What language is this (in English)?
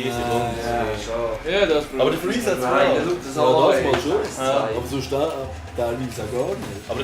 Swiss German